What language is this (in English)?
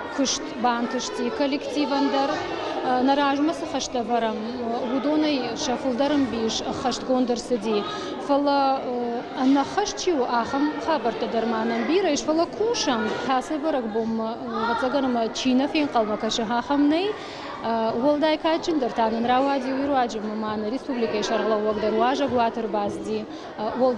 Ossetic